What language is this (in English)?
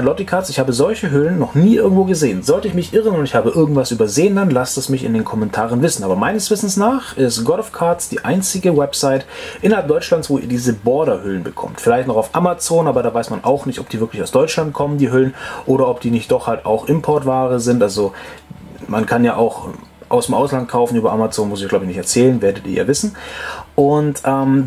German